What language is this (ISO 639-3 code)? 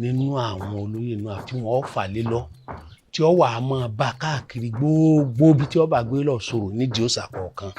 yor